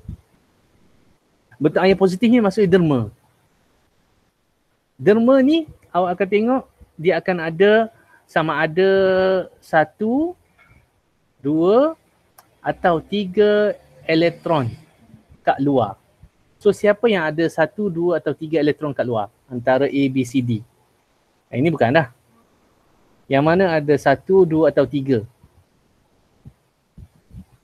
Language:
Malay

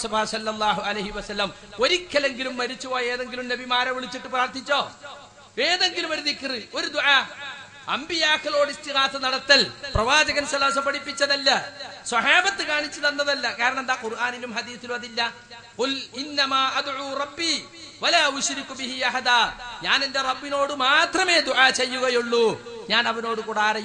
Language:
Malayalam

